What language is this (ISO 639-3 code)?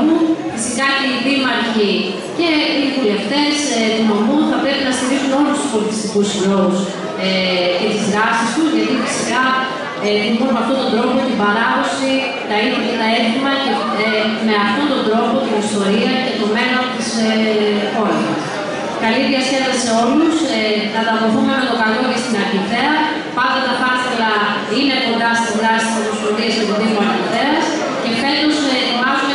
ell